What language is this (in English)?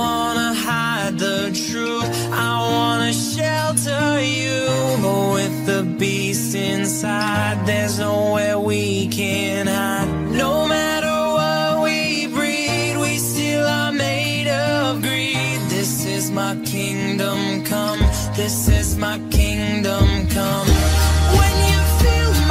English